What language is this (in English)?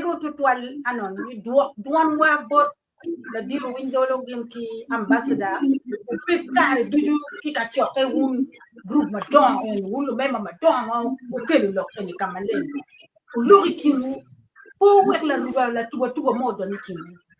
Acoli